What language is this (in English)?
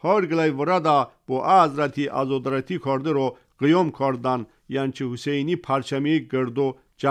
Tajik